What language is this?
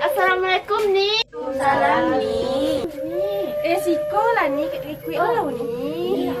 Minangkabau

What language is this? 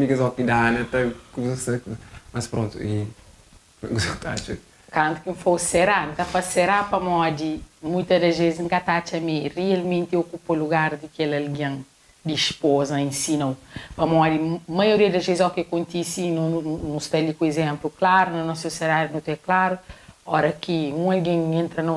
Kabuverdianu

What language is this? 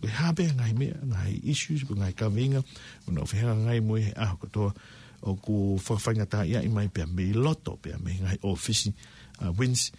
Tongan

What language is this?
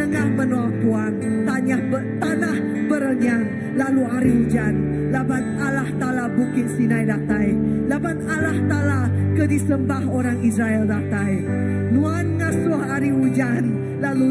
Iban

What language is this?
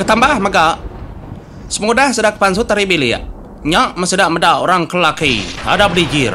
Iban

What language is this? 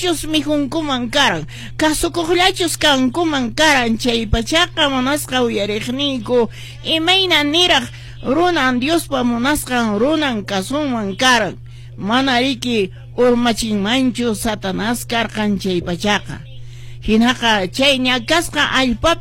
Quechua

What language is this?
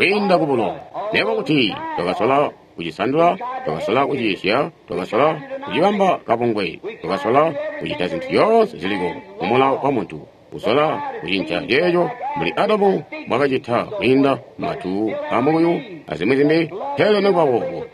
Tonga (Zambia)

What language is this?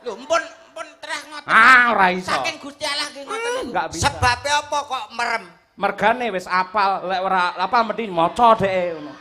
Javanese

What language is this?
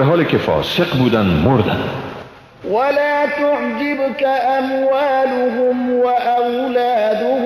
Persian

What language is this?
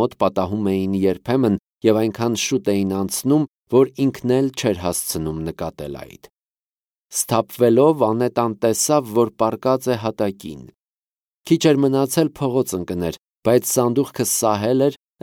Armenian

